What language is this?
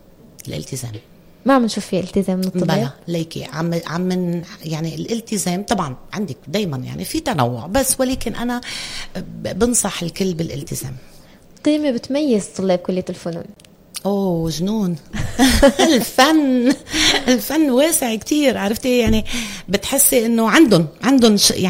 North Levantine Arabic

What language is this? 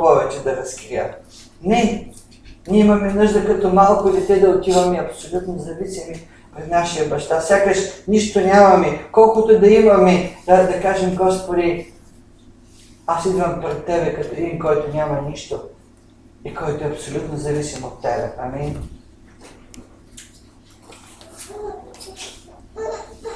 Bulgarian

